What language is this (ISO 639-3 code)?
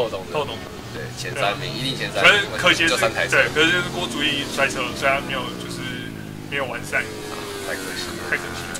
zho